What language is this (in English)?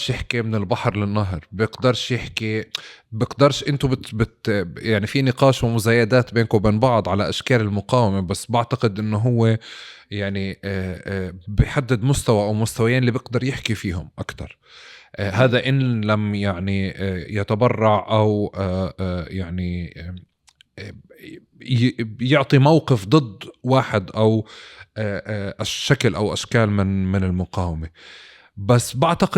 North Levantine Arabic